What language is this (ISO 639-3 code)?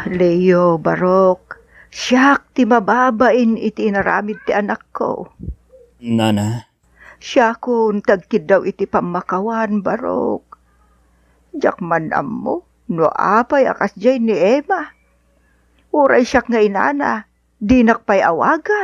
ilo